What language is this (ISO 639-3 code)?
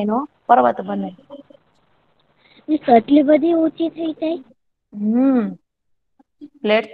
guj